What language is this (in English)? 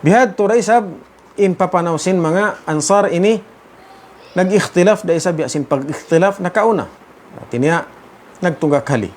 Tausug